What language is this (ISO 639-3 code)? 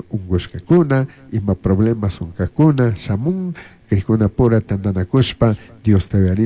qug